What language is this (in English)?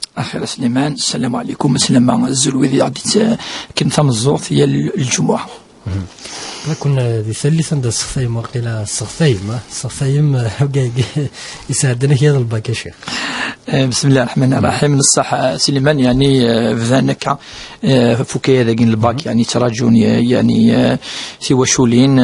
Kabyle